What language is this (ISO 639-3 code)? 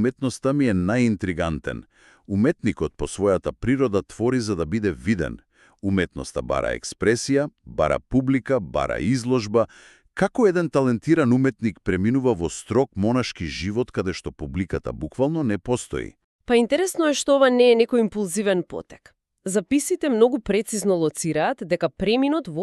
mkd